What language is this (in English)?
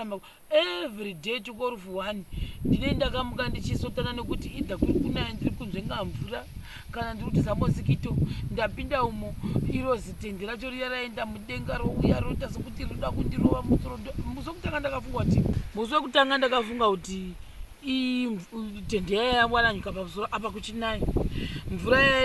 Shona